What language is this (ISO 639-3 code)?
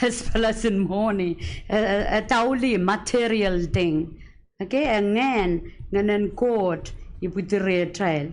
pon